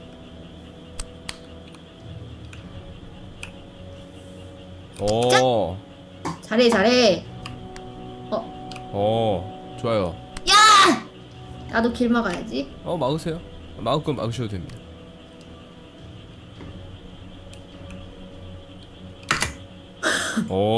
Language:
Korean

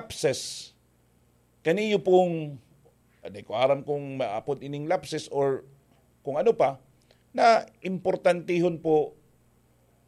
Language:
Bikol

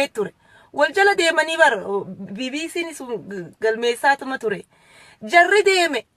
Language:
Oromo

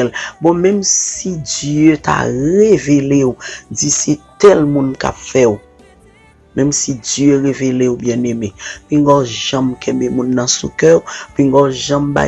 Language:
Haitian Creole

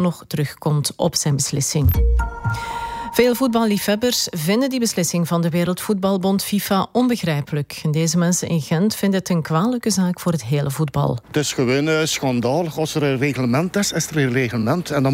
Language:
Dutch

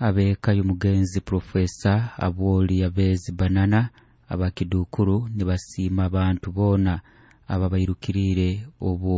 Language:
Nyoro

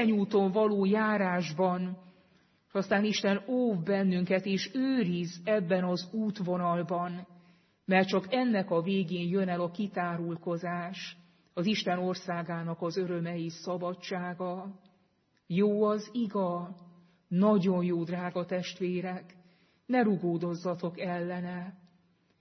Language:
Hungarian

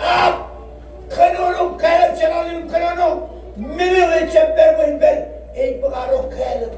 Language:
Marshallese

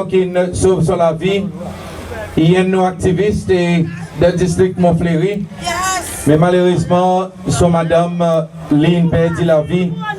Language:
Seselwa Creole French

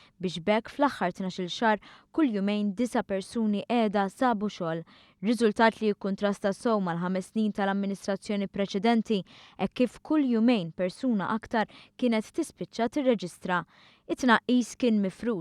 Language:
Maltese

